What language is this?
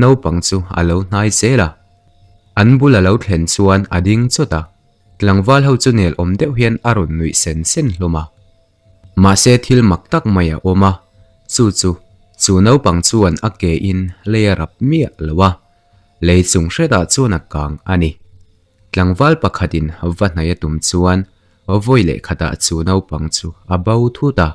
Mizo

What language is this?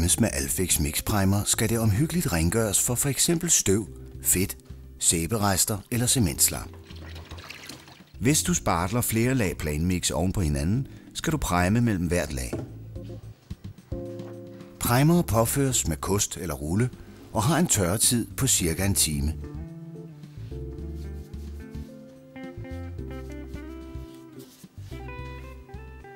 Danish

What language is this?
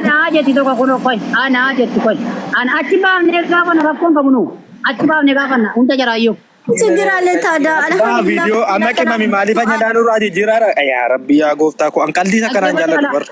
Oromo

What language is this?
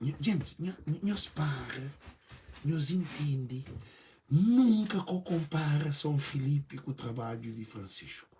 Kabuverdianu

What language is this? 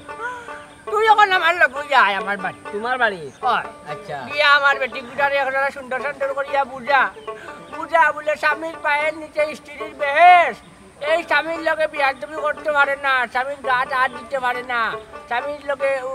Sylheti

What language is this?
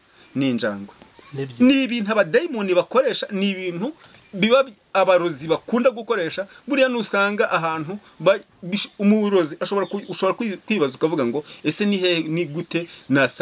Kinyarwanda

